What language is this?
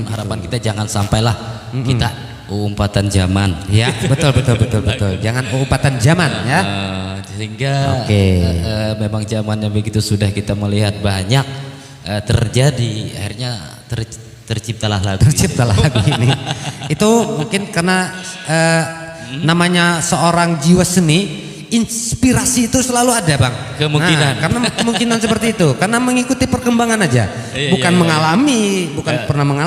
Banjar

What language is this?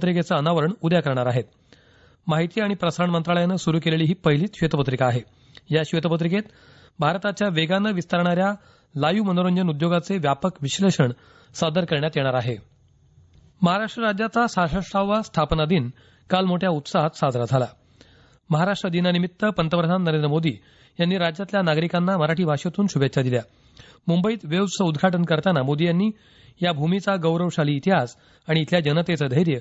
Marathi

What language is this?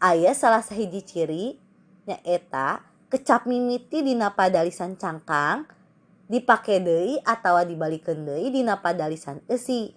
Sundanese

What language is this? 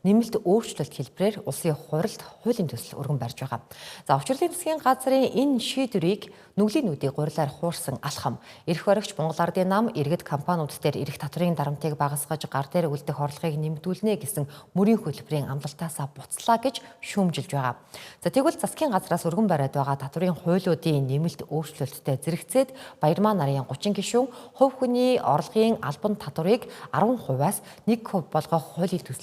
Mongolian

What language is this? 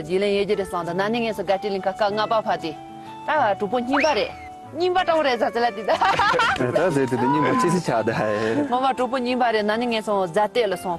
Tibetan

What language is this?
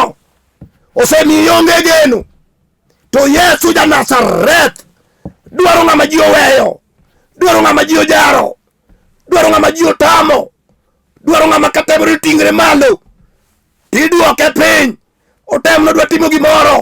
Luo (Kenya and Tanzania)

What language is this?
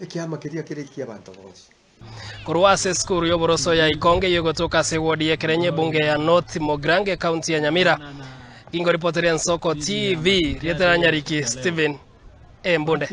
Gusii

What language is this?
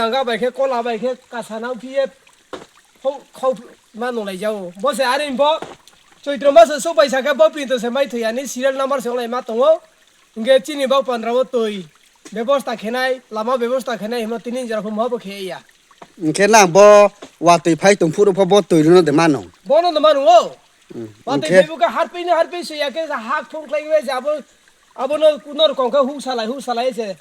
Riang (India)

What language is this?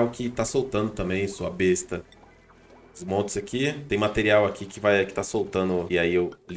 Portuguese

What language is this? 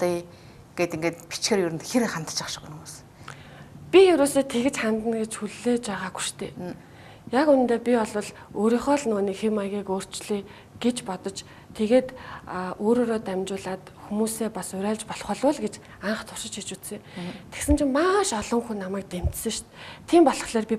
Mongolian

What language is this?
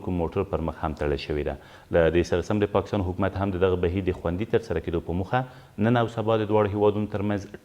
Pashto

